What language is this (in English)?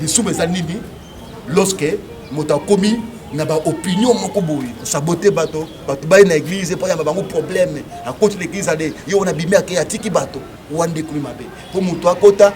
Lingala